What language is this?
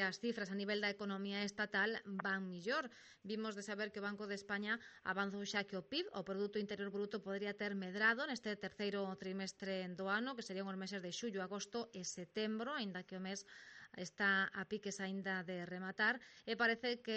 Galician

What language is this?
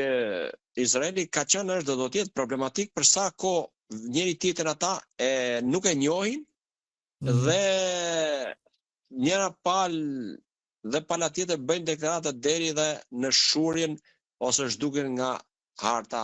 Albanian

